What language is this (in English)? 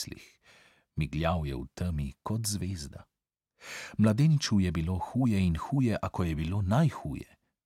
Slovenian